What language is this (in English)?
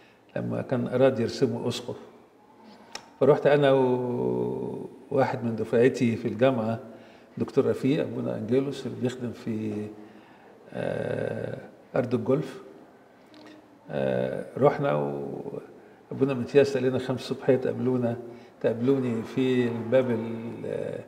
Egyptian Arabic